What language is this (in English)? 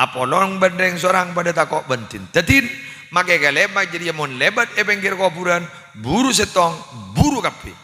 Madurese